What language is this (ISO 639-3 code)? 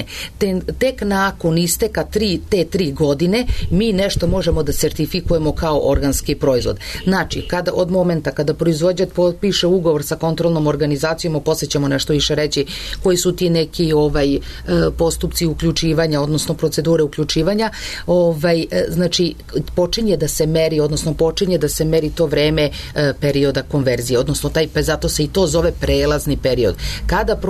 srp